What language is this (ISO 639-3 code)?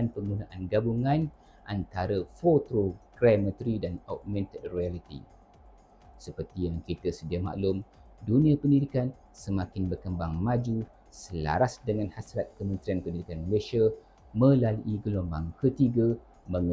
msa